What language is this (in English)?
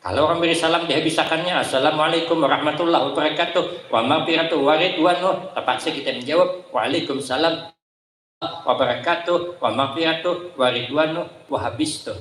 Banjar